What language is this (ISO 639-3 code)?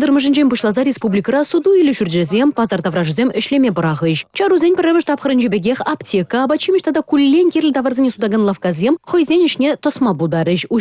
chv